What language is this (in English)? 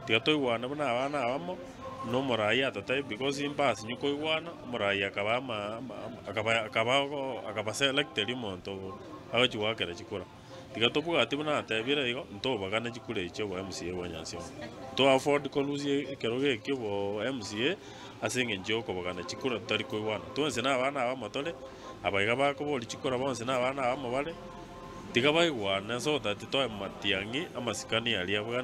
Gusii